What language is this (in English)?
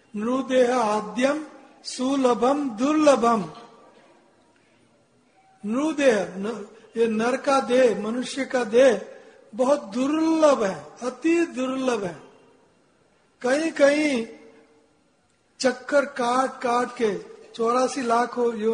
Hindi